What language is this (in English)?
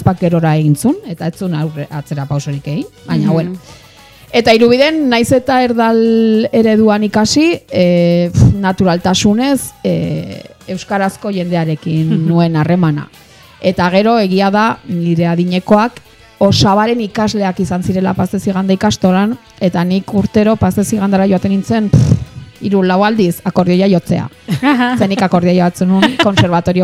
Basque